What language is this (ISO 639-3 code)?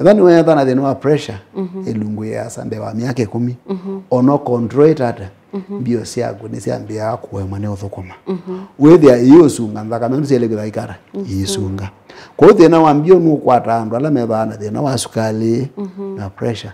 kam